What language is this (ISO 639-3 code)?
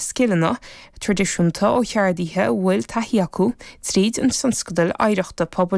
gle